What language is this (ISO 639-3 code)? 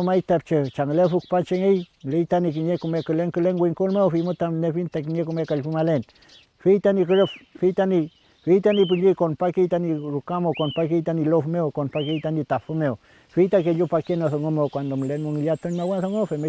arn